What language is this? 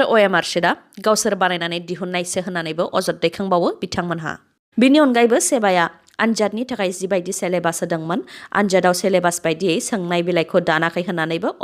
Bodo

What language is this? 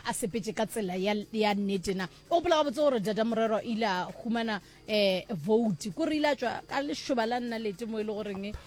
Northern Sotho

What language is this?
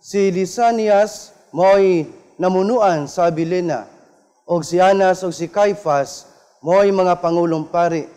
Cebuano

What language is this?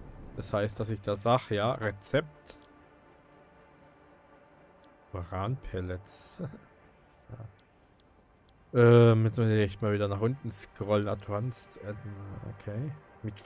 German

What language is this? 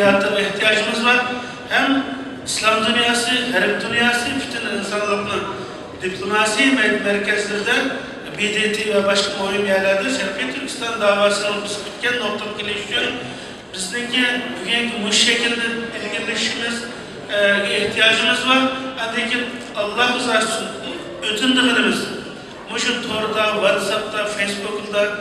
Uyghur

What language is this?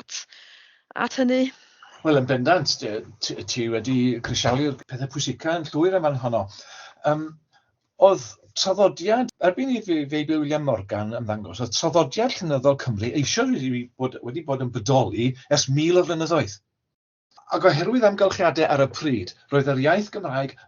Welsh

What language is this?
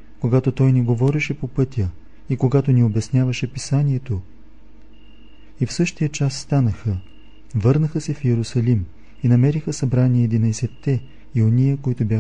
Bulgarian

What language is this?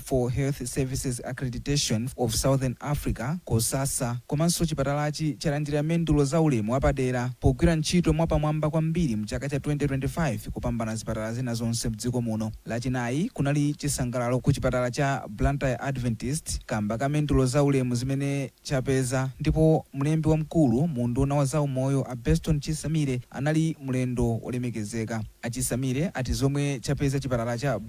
Nyanja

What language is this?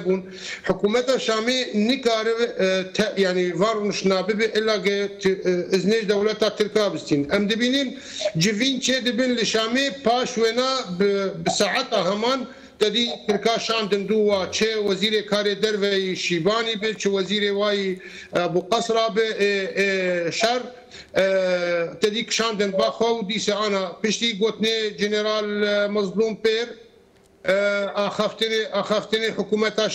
Kurdish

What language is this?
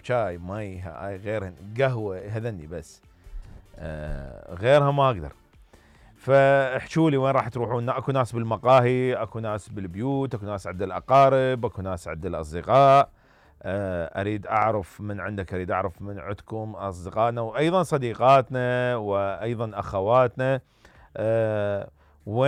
Mesopotamian Arabic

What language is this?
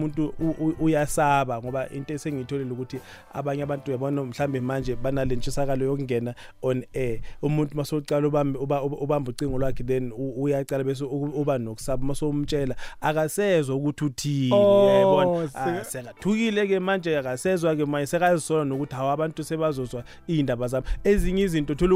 South Ndebele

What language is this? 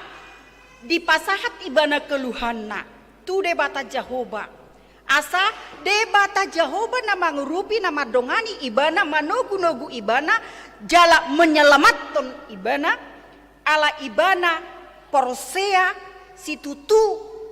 Batak Toba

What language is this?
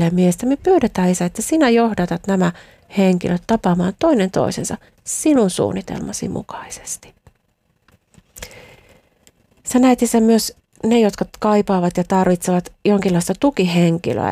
Finnish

